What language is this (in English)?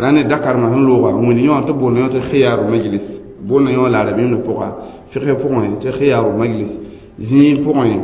Mossi